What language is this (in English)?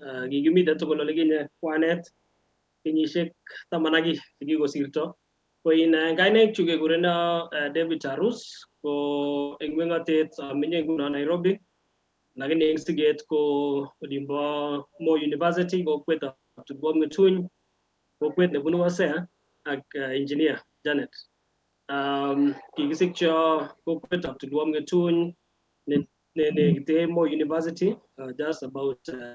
Kalenjin